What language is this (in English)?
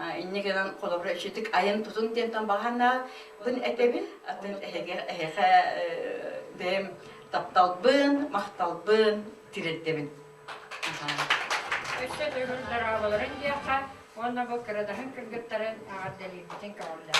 Yakut